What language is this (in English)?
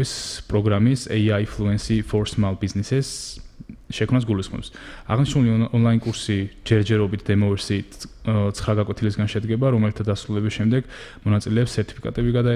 Georgian